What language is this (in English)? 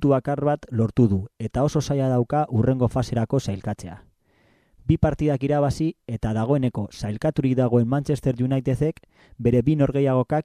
Basque